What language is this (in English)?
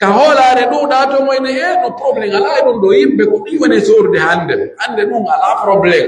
Pular